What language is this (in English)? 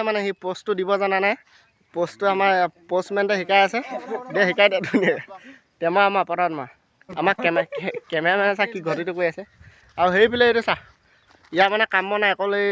Assamese